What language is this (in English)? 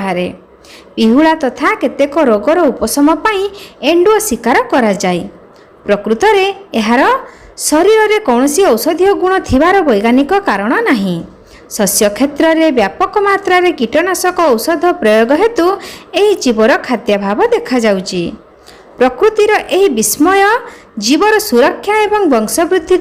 Odia